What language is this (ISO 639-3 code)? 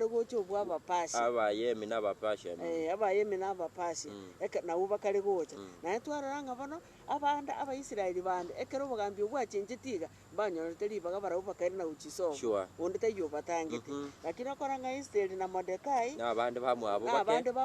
guz